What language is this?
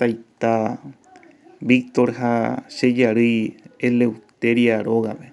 Guarani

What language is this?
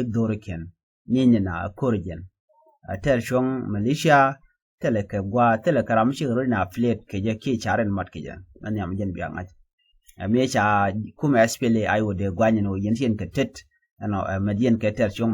Nuer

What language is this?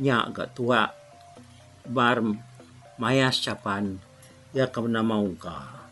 Iban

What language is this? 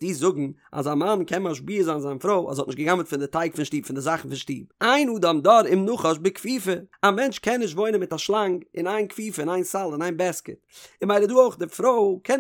Yiddish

